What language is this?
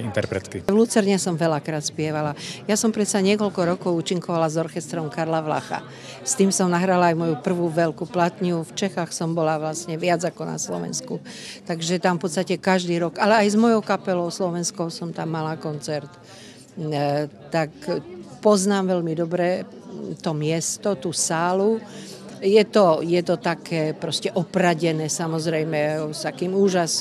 Slovak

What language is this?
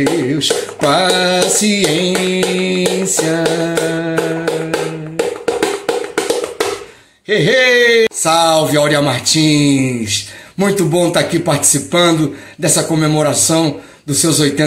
Portuguese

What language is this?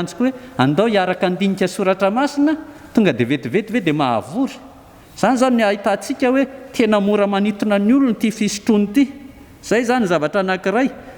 Malagasy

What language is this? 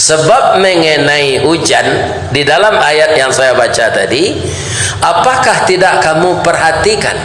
Minangkabau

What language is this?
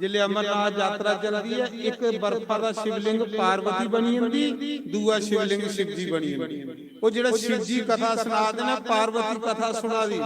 Dogri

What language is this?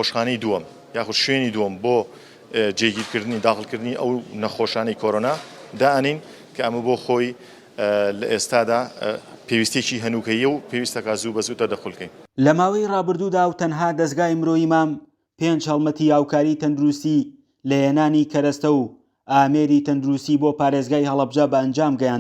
Central Kurdish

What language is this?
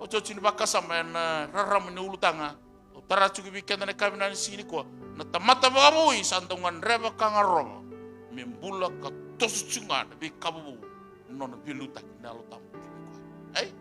Fijian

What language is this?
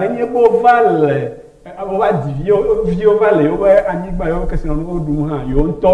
Ewe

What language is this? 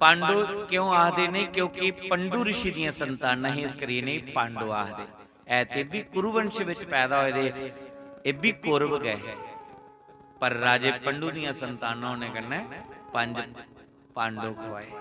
Dogri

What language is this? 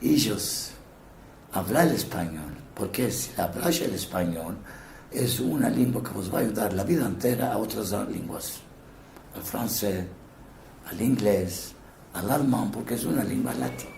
Ladino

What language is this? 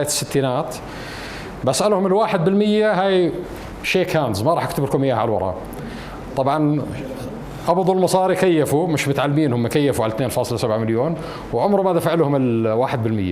North Levantine Arabic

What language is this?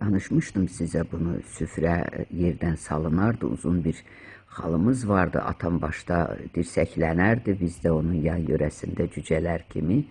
Azerbaijani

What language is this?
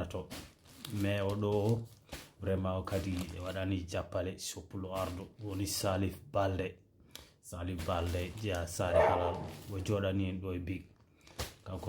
Fula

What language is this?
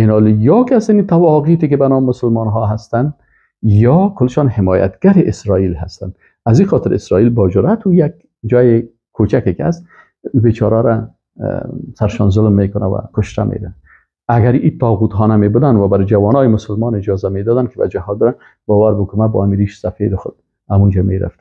Persian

